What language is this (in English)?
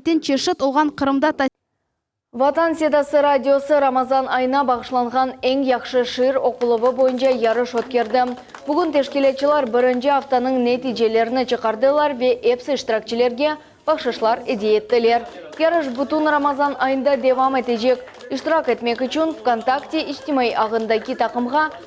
Crimean Tatar